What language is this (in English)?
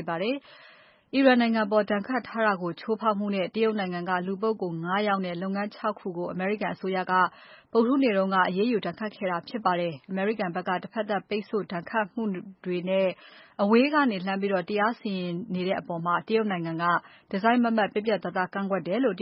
Burmese